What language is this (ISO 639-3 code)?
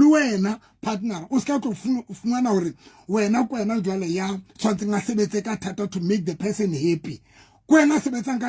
sot